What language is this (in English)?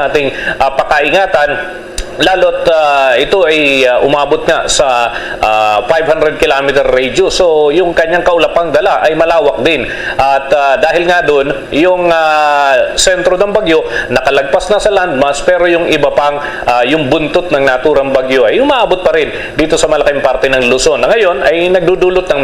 Hiligaynon